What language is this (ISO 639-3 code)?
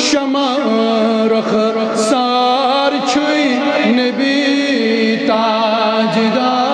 kas